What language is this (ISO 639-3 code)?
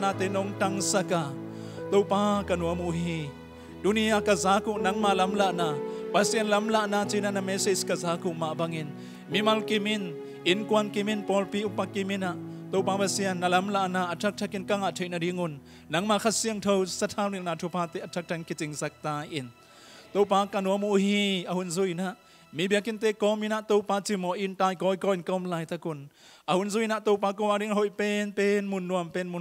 ctd